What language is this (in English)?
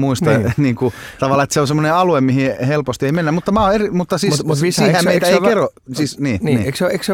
Finnish